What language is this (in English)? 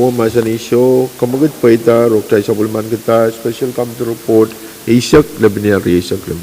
Pohnpeian